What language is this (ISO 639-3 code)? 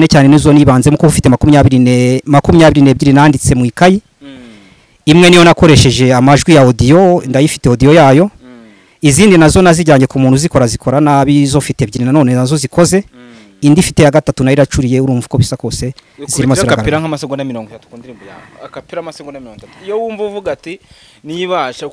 kin